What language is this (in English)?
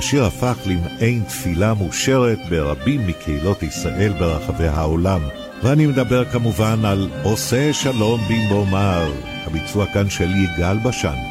Hebrew